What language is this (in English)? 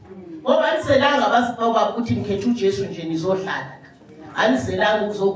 Zulu